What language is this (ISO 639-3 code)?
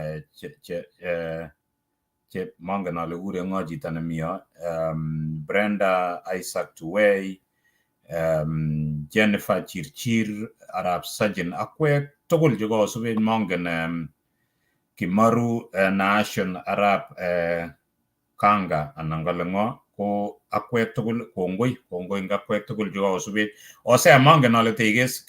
kln